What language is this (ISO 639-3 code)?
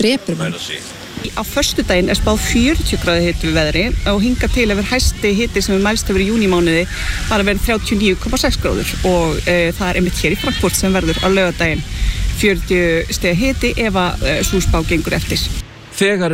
isl